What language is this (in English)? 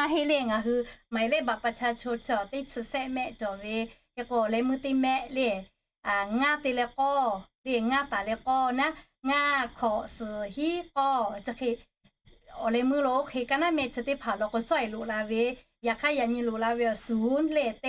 Lahu